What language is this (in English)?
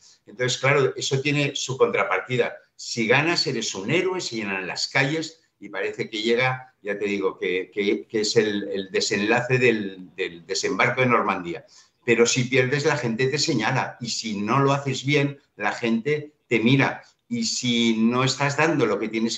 Spanish